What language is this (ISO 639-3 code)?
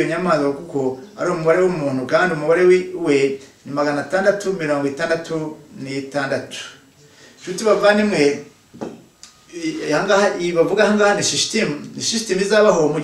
kin